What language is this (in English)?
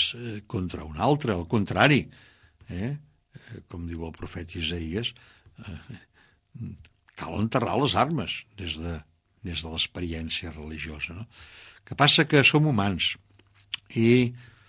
Catalan